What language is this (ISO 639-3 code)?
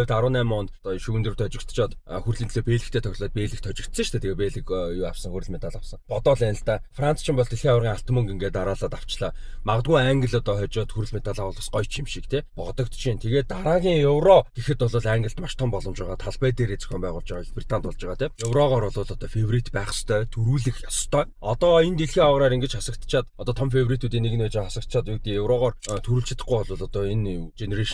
mon